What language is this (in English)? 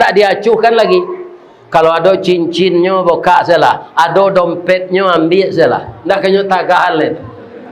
Minangkabau